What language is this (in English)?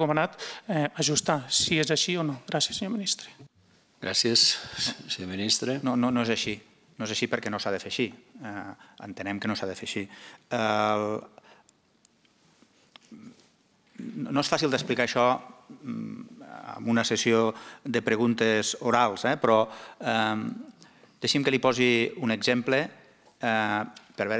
Catalan